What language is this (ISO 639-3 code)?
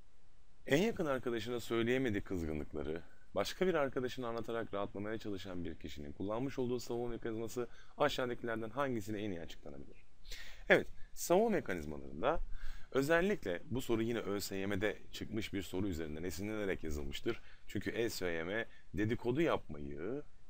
tur